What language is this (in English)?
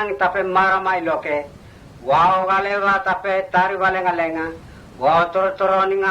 Mota